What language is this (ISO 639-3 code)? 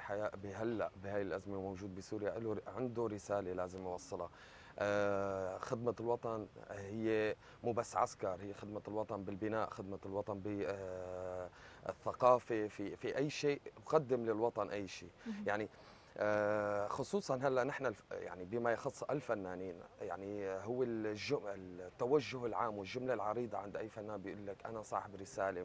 apc